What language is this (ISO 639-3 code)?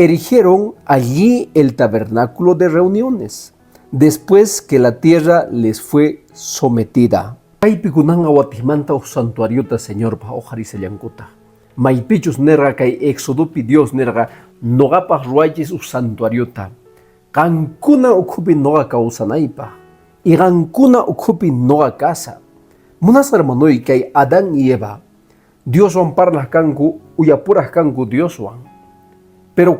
que